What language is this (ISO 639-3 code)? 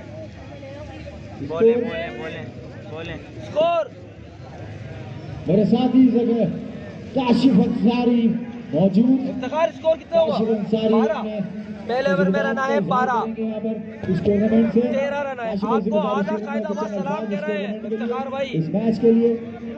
hin